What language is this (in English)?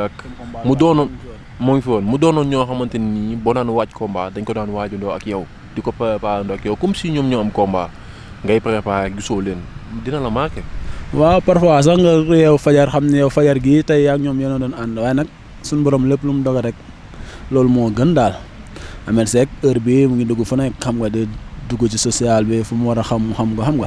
Wolof